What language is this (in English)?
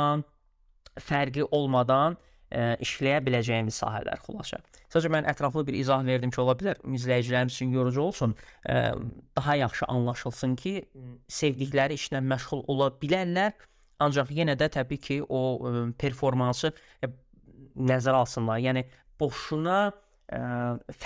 Azerbaijani